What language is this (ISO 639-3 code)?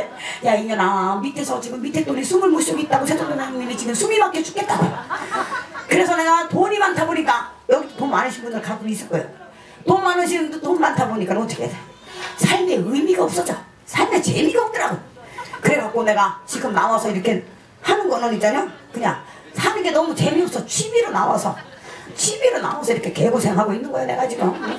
kor